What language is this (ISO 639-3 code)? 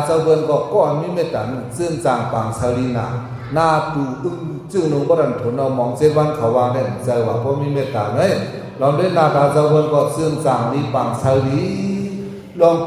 shn